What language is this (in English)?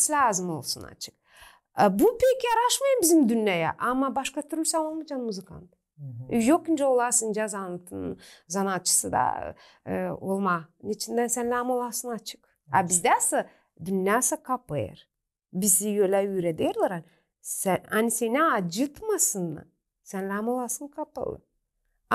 Gagauz